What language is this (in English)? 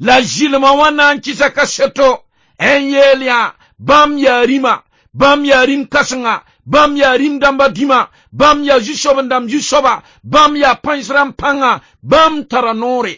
Mossi